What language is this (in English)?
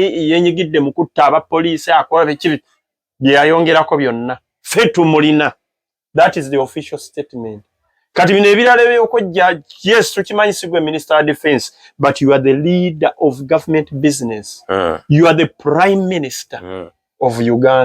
Ganda